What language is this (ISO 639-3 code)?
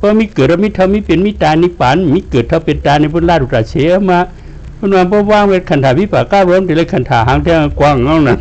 shn